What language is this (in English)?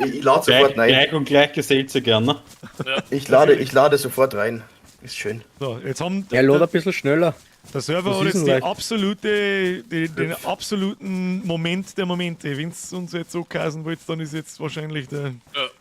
Bavarian